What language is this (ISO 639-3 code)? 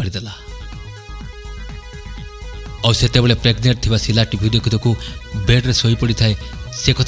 ori